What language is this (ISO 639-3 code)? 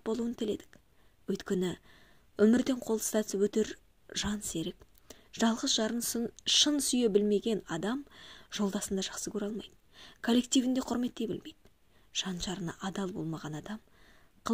kaz